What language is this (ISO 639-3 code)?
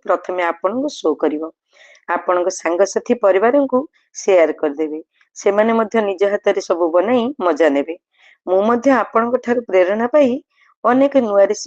ori